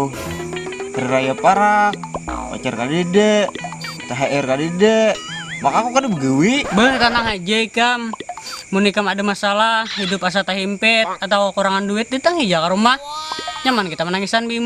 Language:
Banjar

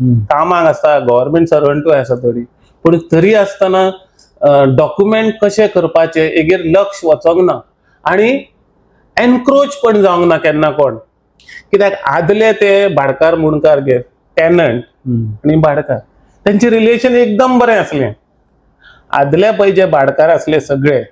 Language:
Konkani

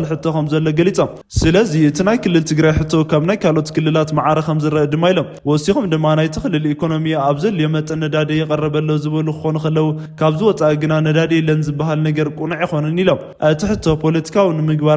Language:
Tigrinya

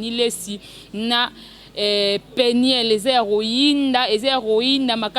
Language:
Lingala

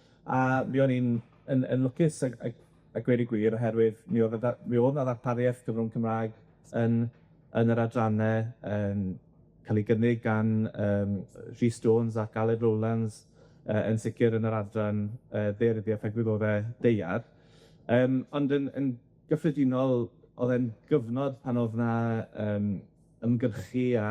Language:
Welsh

